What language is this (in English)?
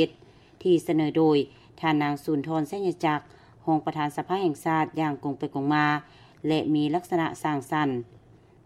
Lao